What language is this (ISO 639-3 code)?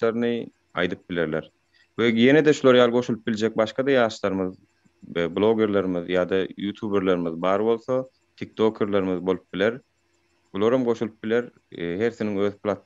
tuk